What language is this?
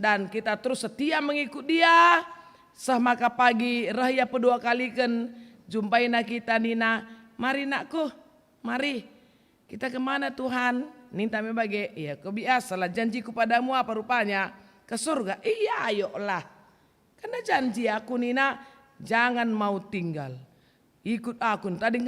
Batak Karo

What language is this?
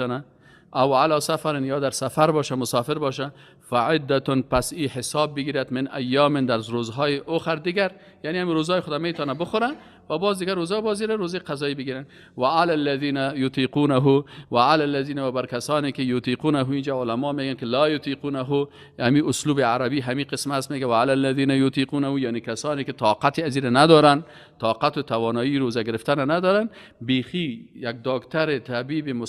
Persian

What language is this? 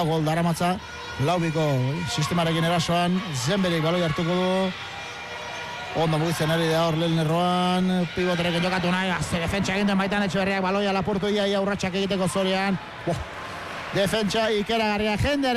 Basque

